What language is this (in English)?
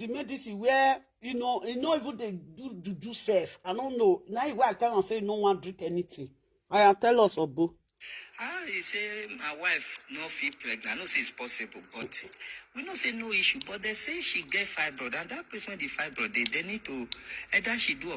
Nigerian Pidgin